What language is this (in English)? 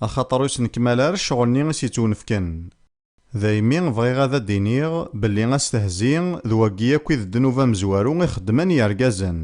Kabyle